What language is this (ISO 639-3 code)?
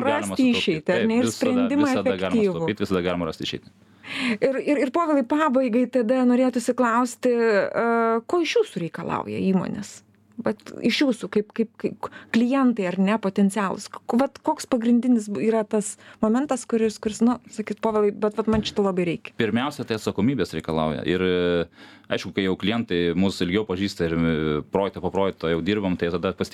lit